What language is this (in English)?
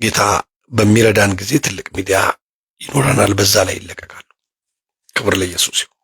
Amharic